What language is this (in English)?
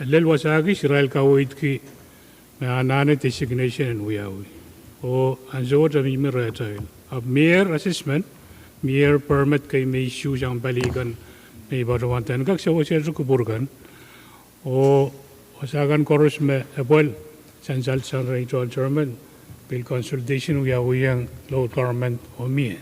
Pohnpeian